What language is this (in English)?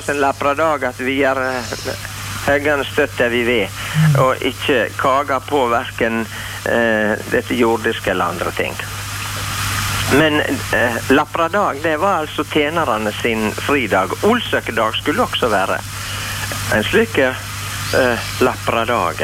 Norwegian